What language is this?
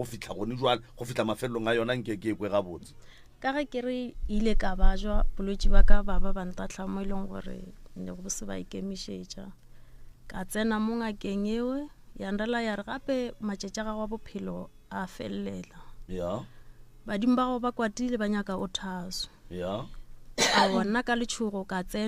Northern Sotho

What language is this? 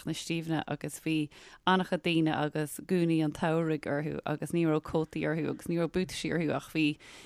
Irish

